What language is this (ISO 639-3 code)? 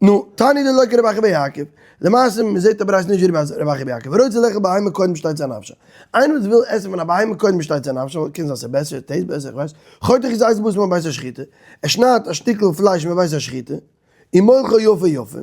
yid